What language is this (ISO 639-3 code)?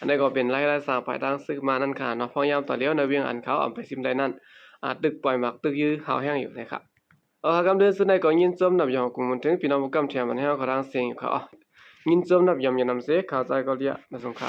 shn